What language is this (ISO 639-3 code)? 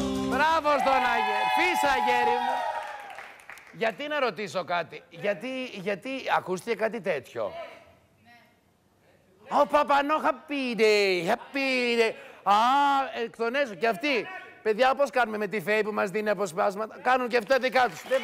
ell